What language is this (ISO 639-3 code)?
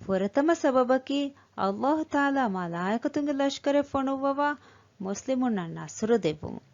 div